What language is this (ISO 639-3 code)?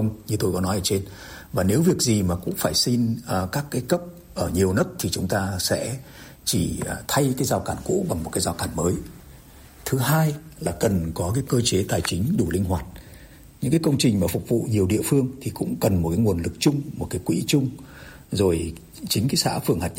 vie